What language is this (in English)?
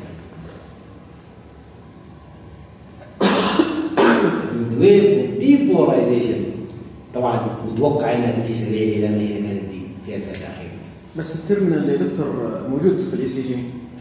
Arabic